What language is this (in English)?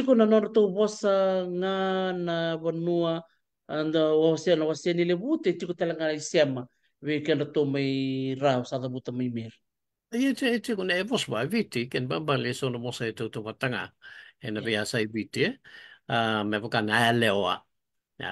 Fijian